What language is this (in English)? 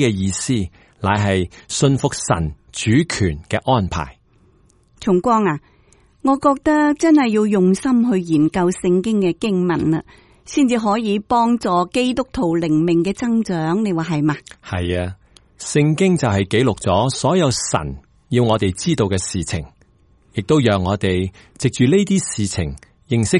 Cantonese